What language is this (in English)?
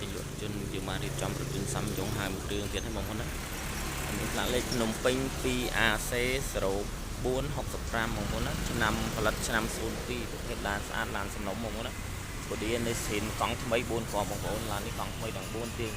Khmer